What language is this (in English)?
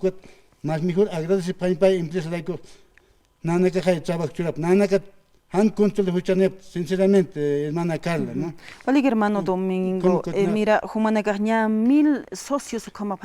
Aymara